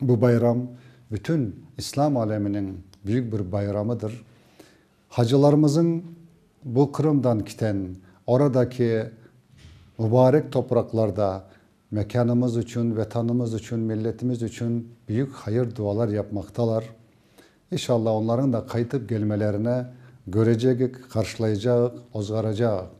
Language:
Crimean Tatar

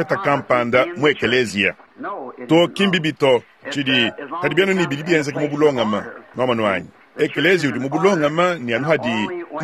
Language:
Luba-Lulua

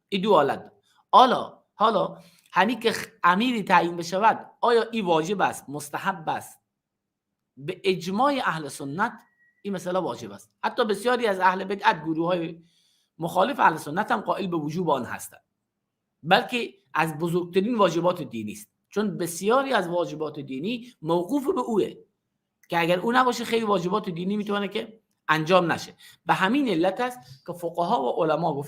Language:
Persian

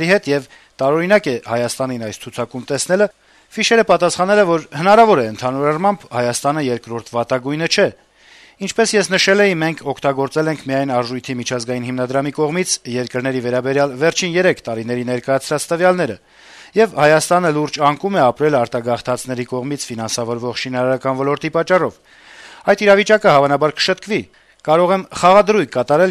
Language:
Armenian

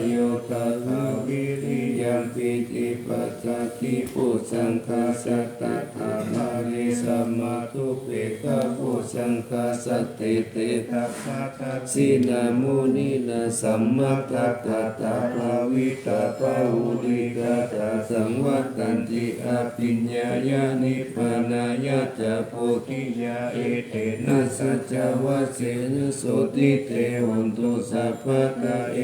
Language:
Pali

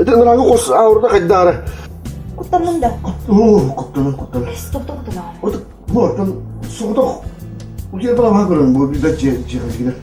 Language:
Yakut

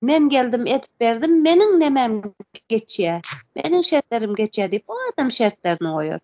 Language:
Turkmen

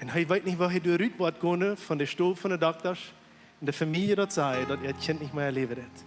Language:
Plautdietsch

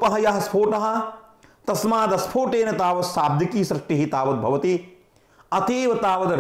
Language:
Sanskrit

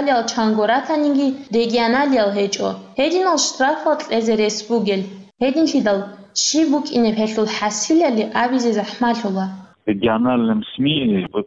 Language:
Avaric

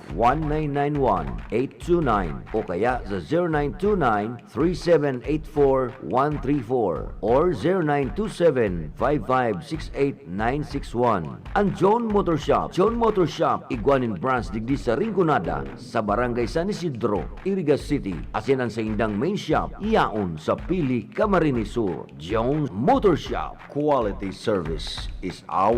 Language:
Bikol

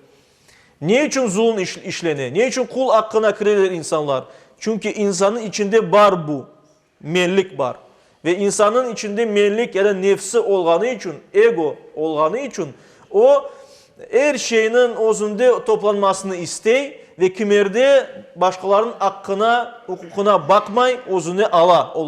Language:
Crimean Tatar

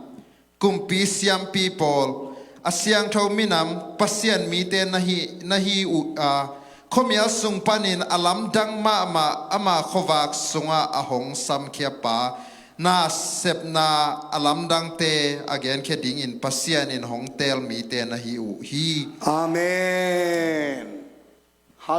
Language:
Tedim Chin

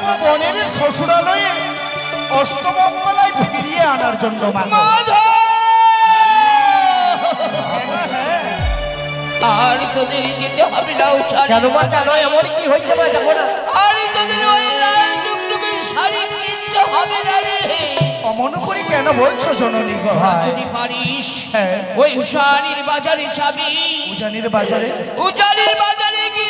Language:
Bangla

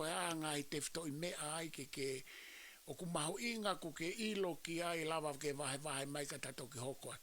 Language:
Tongan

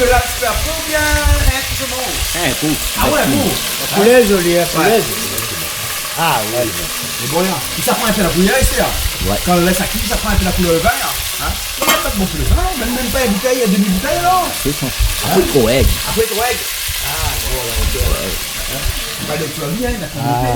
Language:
Réunion Creole French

